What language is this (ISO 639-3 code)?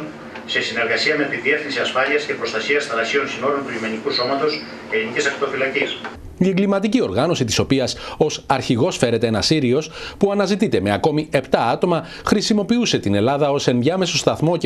ell